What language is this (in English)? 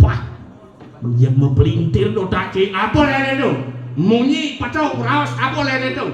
Balinese